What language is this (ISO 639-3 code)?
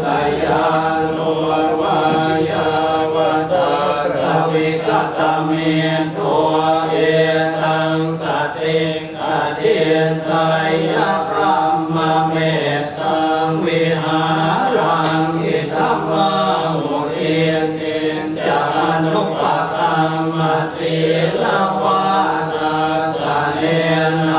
pli